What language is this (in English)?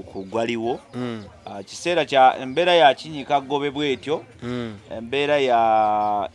Ganda